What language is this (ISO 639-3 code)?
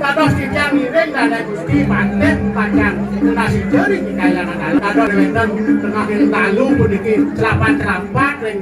ban